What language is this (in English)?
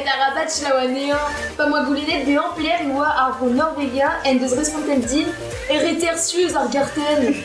Breton